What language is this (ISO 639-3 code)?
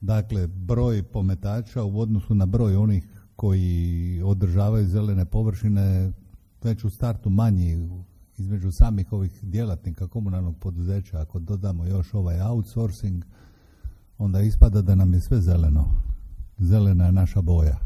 hrv